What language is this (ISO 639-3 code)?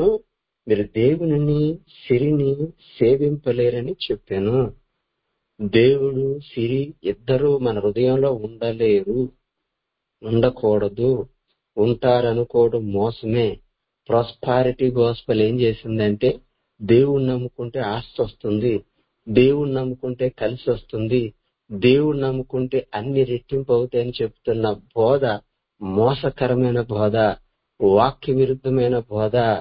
tel